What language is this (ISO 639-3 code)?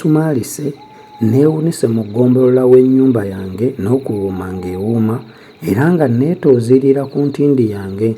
lug